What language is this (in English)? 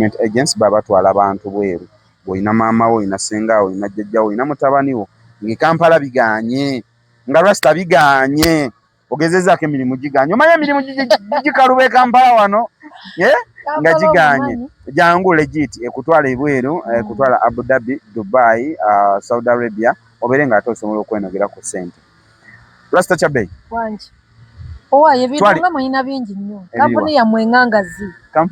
Ganda